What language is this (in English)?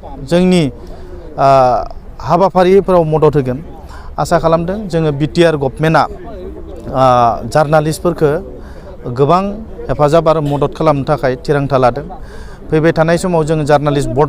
Bodo